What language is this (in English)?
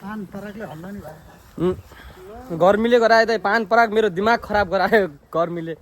Nepali